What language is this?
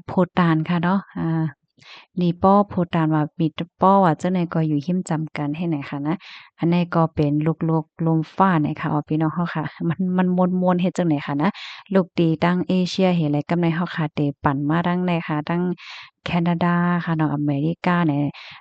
Shan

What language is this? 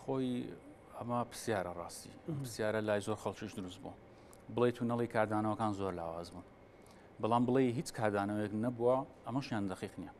Central Kurdish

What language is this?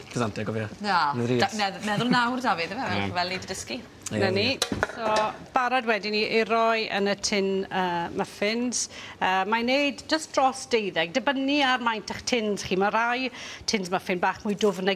Welsh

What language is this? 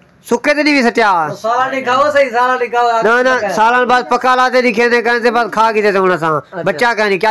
Saraiki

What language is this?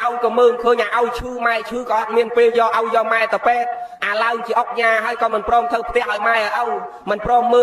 Khmer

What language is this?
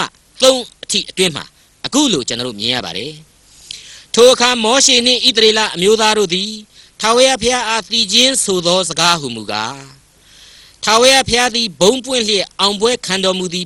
Burmese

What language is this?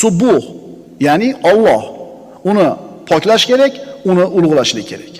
Uzbek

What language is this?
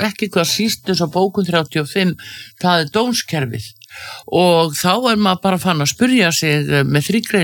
Icelandic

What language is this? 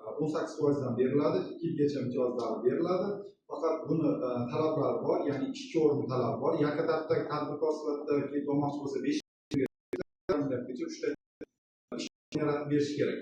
Uzbek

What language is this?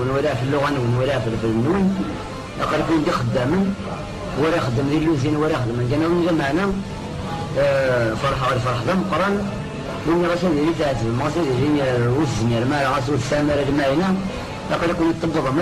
Kabyle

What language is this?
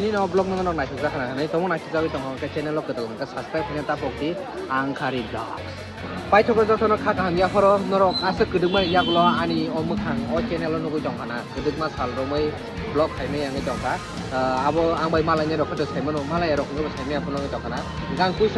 Kok Borok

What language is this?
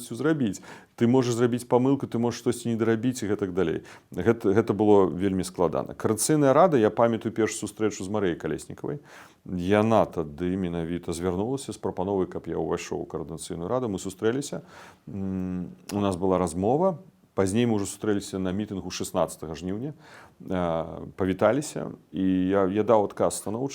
Belarusian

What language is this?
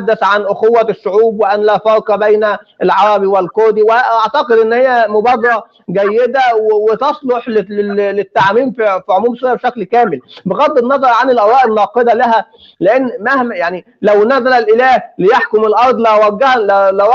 North Levantine Arabic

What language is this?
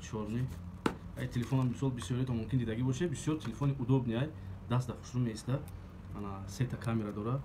Tajik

